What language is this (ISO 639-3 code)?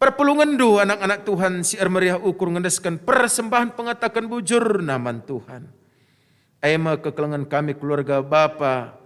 btx